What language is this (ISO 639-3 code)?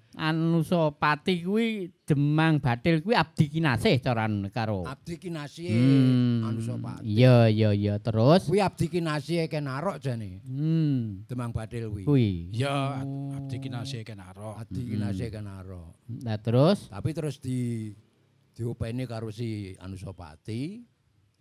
jav